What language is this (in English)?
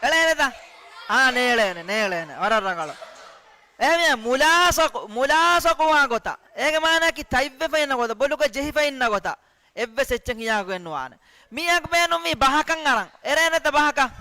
Divehi